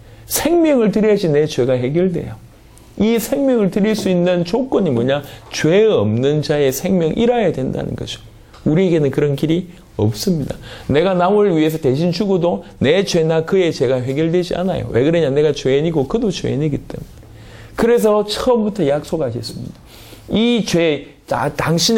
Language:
Korean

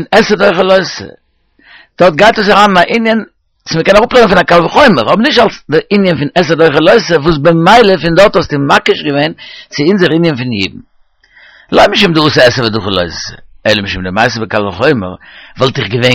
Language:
Yiddish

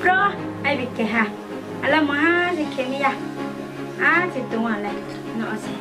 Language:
Riang (India)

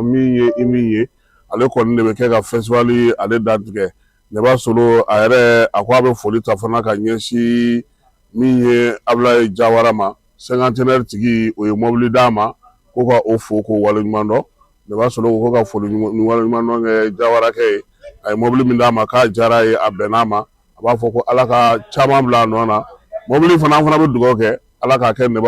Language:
Bambara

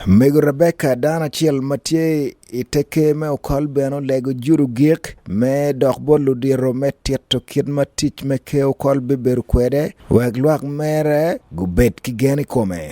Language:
Acoli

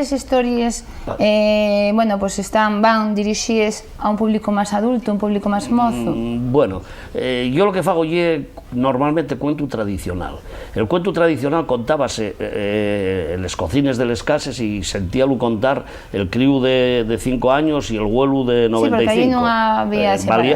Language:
Asturian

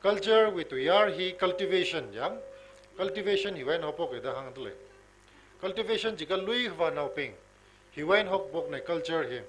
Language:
Tangkhul Naga (India)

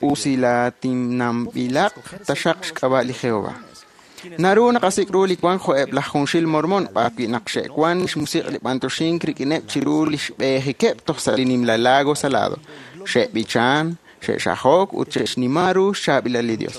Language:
Kekchí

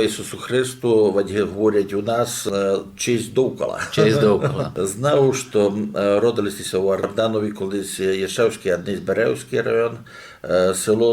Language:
Rusyn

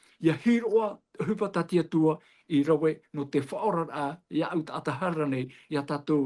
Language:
Tahitian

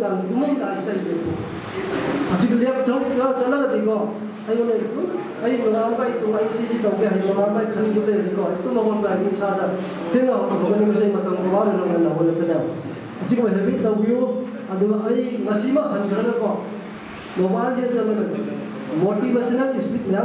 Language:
Manipuri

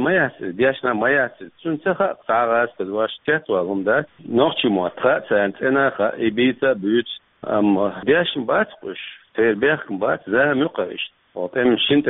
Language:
Chechen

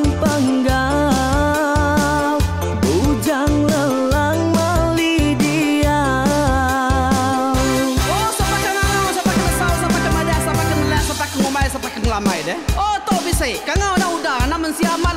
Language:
Iban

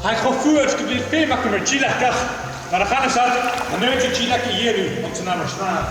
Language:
Scottish Gaelic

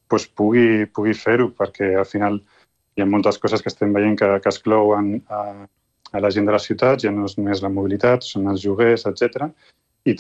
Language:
Catalan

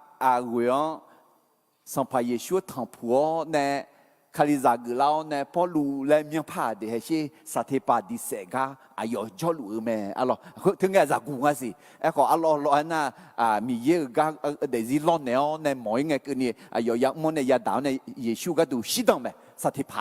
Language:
Akha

